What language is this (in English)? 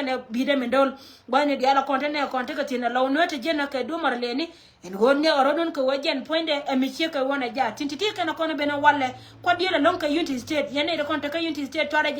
Nuer